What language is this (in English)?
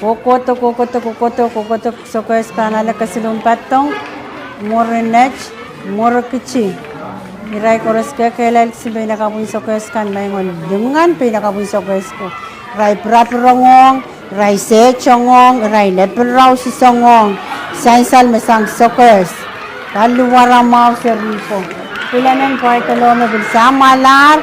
Pohnpeian